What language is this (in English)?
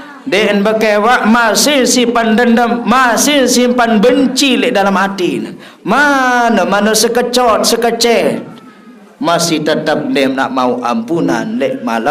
Sasak